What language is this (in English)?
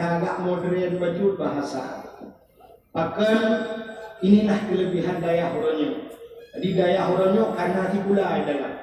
Achinese